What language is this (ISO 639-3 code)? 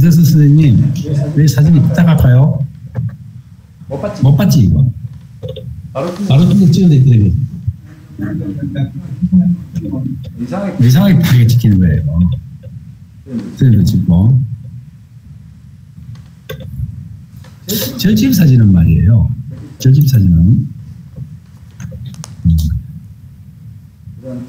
kor